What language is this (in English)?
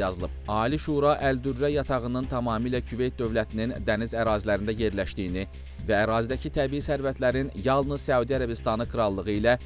Azerbaijani